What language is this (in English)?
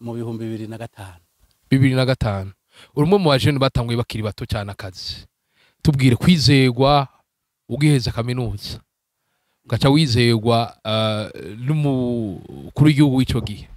Rundi